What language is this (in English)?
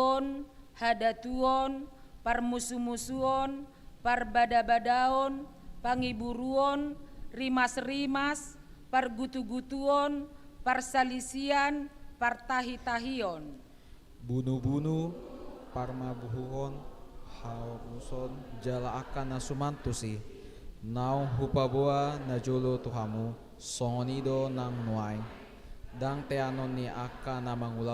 Batak Toba